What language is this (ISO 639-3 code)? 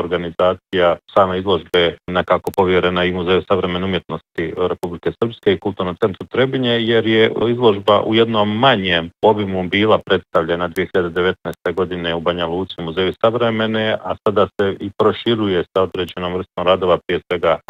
bos